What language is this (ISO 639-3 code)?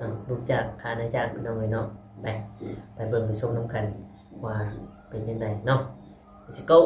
tts